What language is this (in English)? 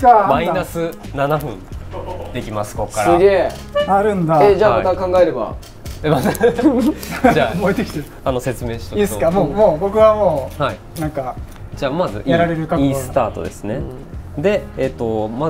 Japanese